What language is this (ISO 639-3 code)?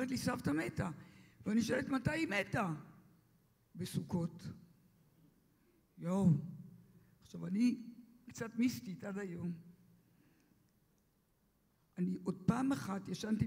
heb